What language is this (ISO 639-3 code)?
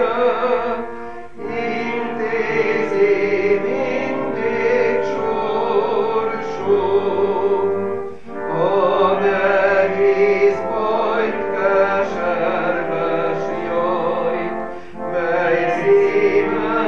hun